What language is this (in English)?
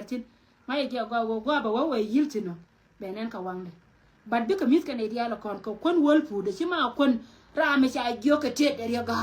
Nuer